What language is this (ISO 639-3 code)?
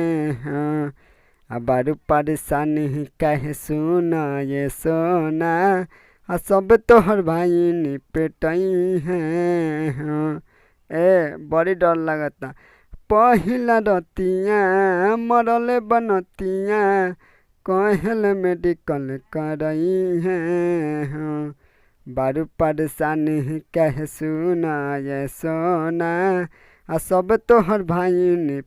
bho